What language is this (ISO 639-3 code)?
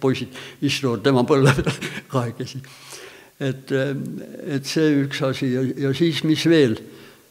est